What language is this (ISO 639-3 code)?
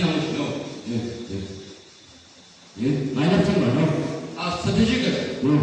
nbc